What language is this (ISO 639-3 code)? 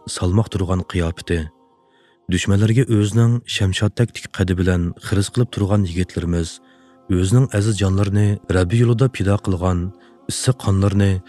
uig